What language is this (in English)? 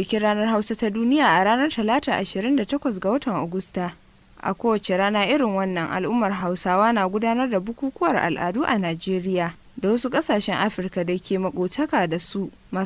Hausa